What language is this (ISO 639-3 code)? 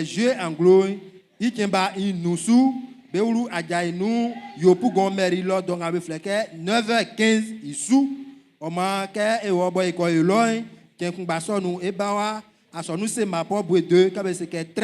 bci